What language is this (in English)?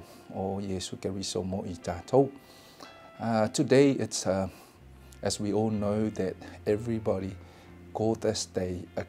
Samoan